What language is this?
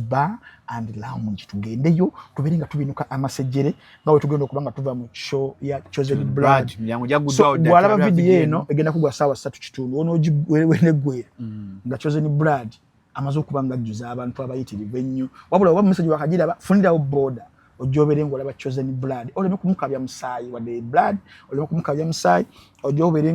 Ganda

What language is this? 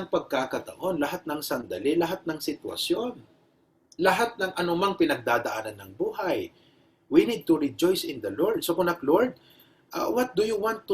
Iloko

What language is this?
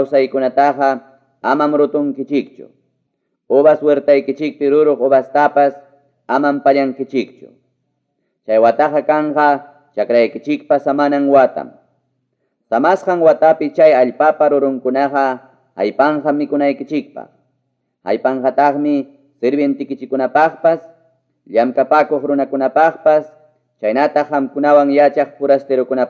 Ayacucho Quechua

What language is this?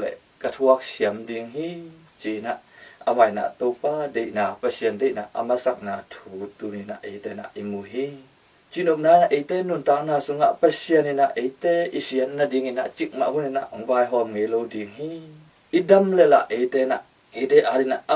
Tedim Chin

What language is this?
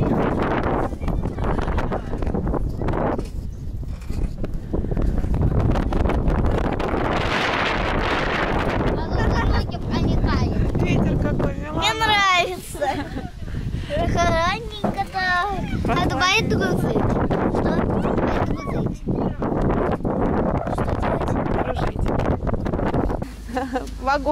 Russian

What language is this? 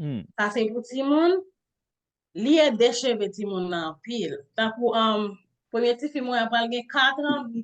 Haitian Creole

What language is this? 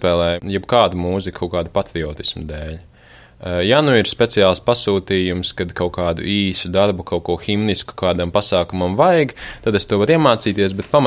Latvian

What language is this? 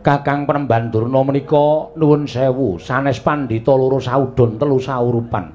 Javanese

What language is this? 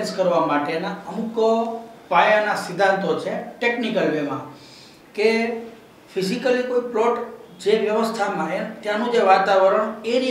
Gujarati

